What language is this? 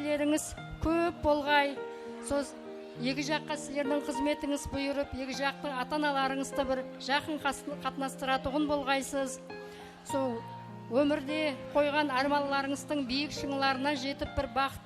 Kara-Kalpak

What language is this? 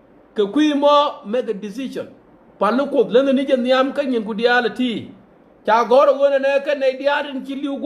Nuer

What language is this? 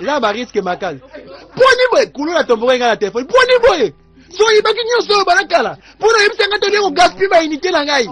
Lingala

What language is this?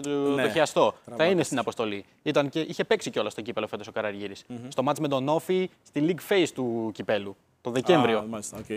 Greek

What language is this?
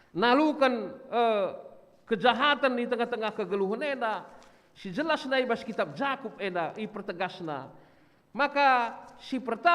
Batak Karo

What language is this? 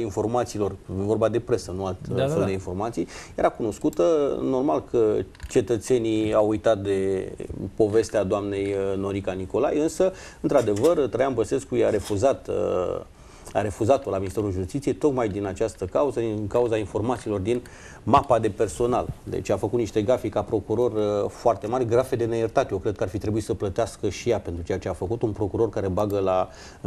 Romanian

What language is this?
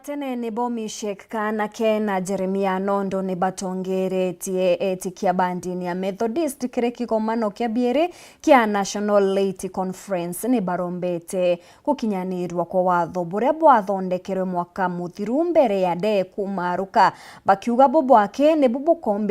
Meru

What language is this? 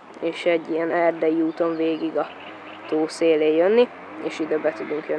Hungarian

